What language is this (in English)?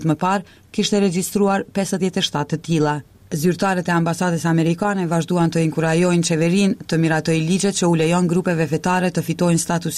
Albanian